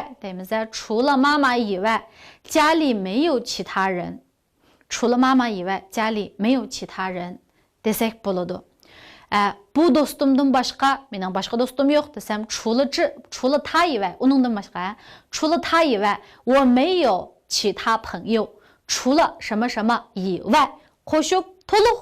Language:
Uyghur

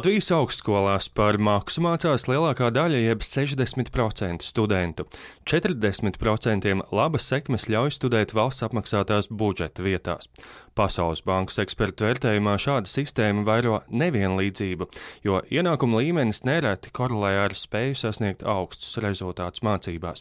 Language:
Latvian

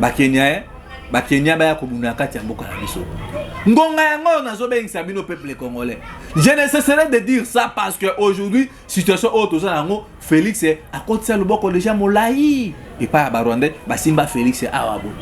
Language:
Lingala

